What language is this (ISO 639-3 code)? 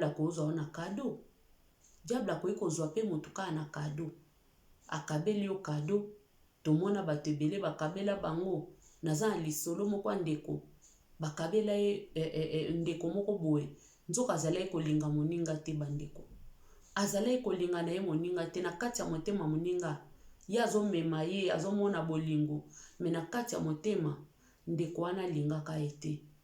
lin